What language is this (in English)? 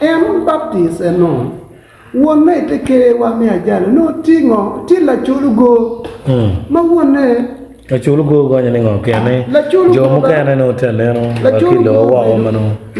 Acoli